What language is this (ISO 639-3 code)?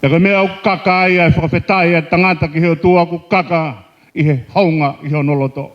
ton